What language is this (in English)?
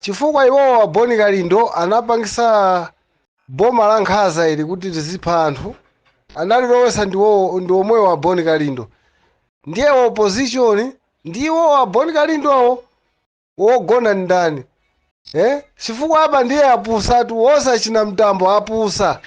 Nyanja